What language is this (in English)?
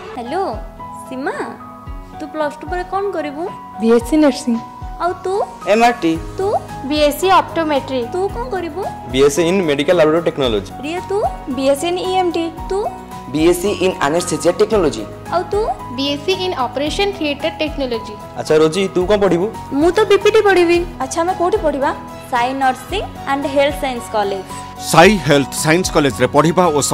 Odia